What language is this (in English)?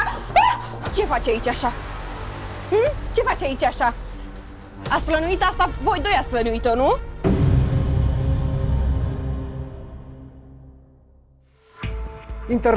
Romanian